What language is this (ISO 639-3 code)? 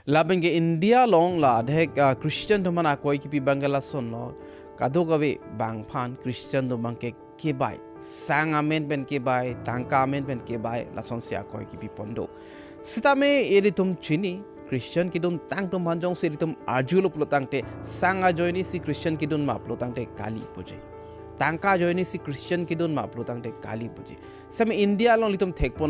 mjw